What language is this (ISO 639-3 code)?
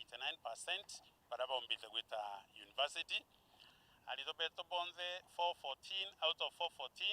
mer